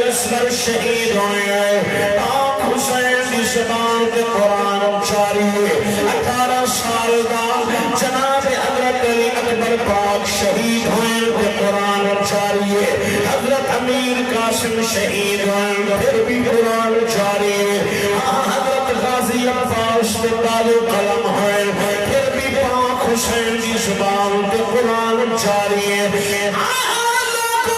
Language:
Saraiki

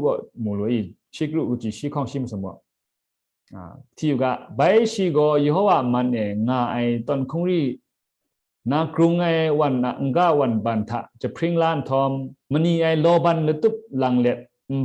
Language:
Kachin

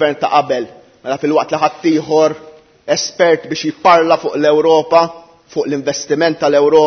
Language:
Maltese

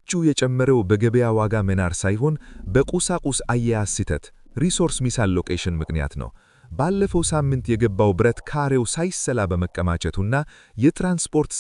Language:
Amharic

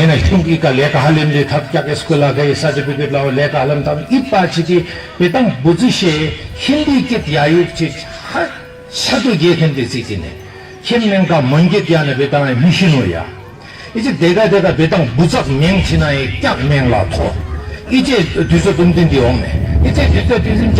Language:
Tibetan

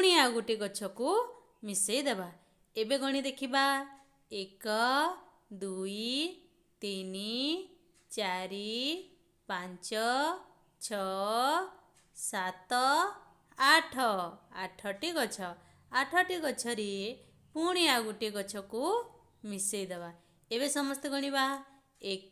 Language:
Odia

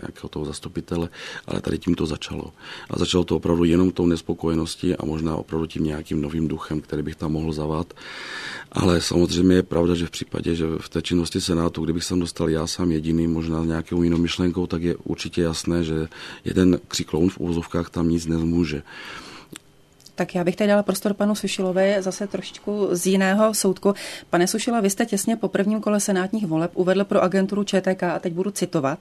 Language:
Czech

